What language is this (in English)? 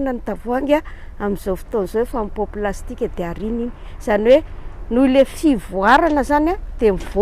Malagasy